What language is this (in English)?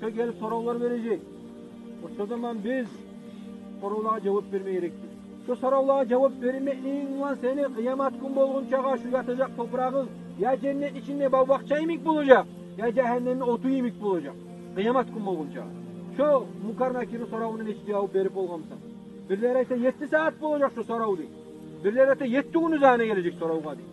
Kumyk